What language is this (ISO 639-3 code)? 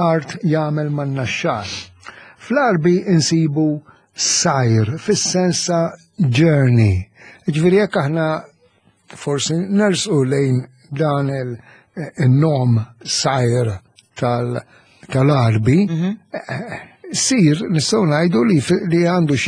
mlt